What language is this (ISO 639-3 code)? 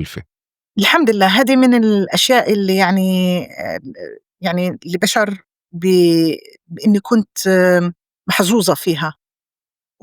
apc